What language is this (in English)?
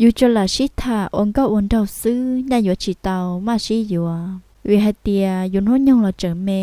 Hmong